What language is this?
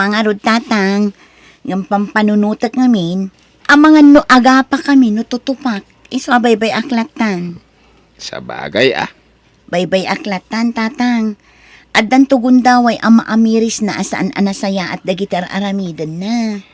Iloko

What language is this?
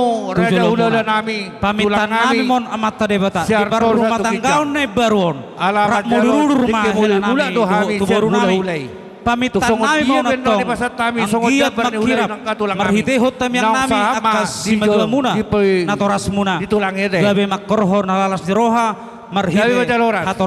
Batak Toba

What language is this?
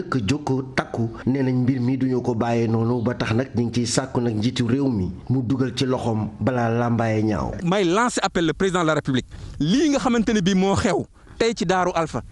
Wolof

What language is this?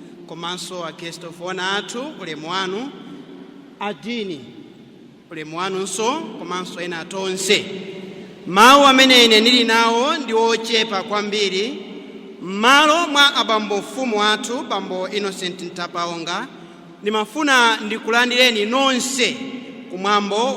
Nyanja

